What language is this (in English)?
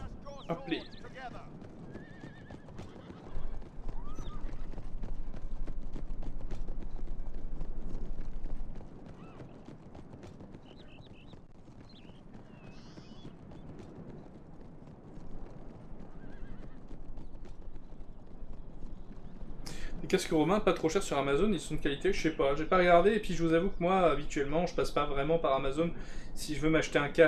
French